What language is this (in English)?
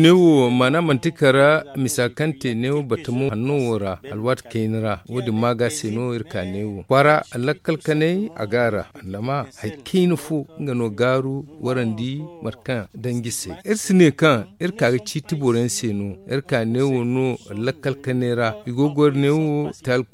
Zarma